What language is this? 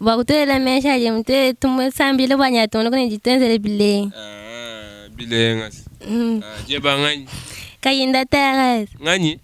Luba-Lulua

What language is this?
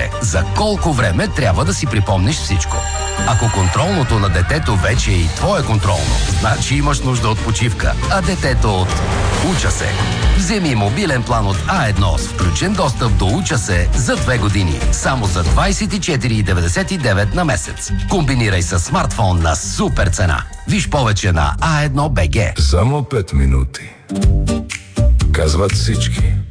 Bulgarian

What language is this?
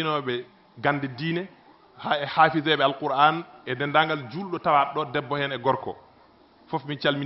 Fula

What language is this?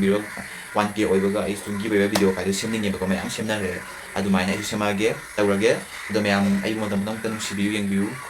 Manipuri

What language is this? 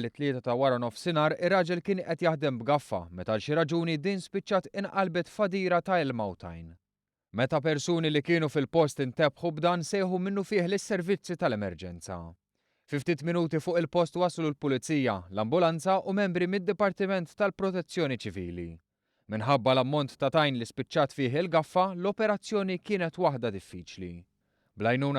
Maltese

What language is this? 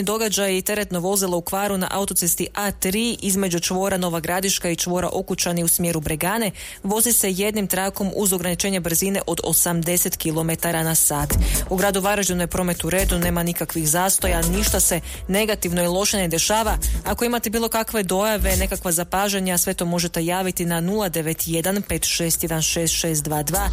Croatian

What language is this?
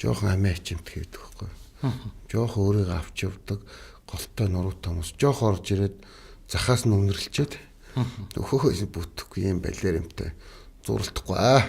Mongolian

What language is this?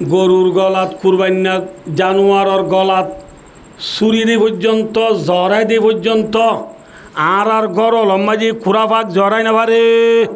Rohingya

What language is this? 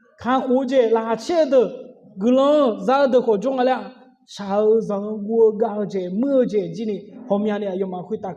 Akha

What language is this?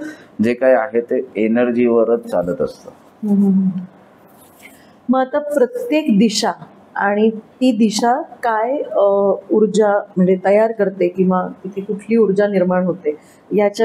Marathi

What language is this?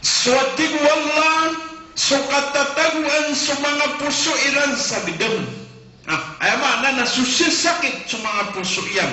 Maranao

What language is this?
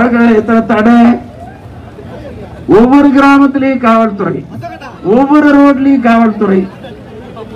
Tamil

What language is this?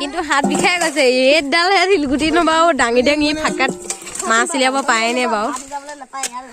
Assamese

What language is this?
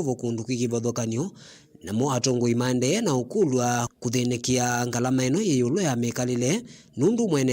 Kamba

